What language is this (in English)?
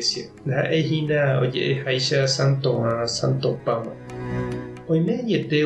Guarani